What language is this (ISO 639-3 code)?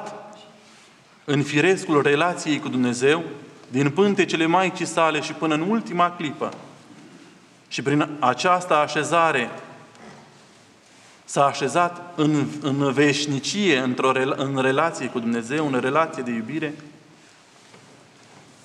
ron